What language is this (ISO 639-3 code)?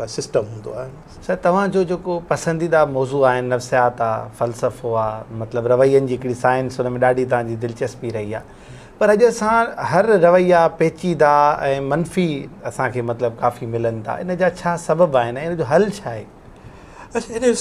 snd